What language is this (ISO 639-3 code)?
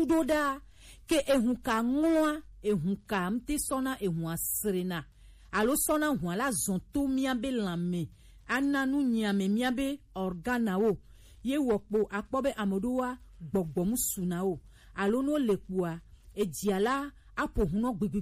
gej